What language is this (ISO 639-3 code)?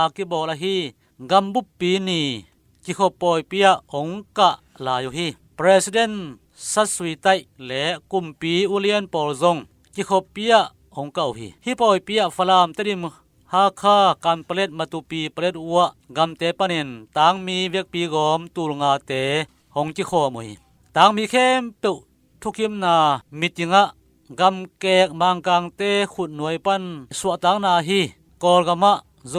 ctd